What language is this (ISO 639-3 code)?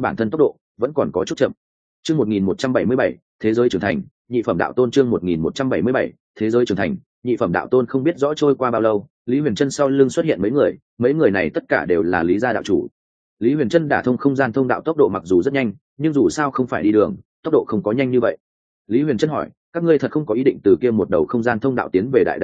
vie